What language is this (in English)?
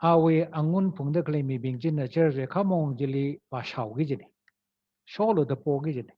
Tangkhul Naga (India)